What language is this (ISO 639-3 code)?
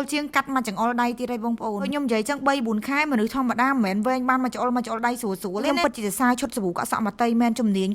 khm